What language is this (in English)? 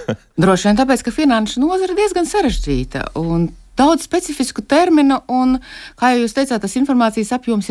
Latvian